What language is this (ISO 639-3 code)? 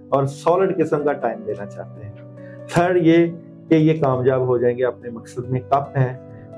urd